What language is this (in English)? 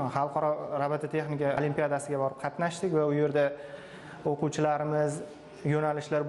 Uzbek